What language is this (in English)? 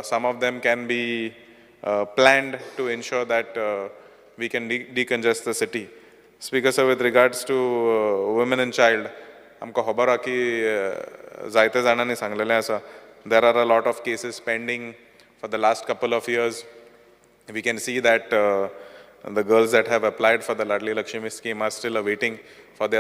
Konkani